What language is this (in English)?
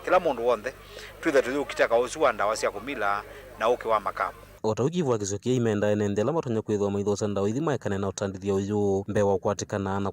Kamba